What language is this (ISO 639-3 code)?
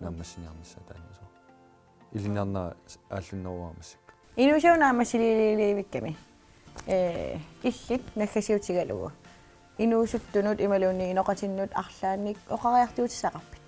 kal